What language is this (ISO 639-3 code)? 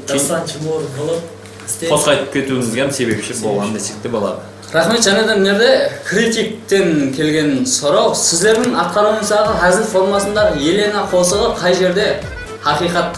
kaa